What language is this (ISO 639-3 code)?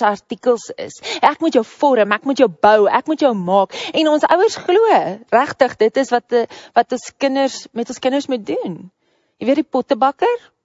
afr